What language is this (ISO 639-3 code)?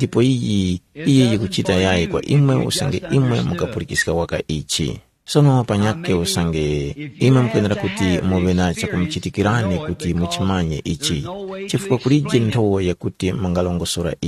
tum